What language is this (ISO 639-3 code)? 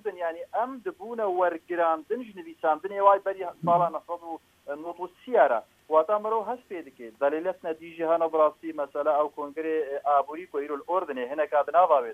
kur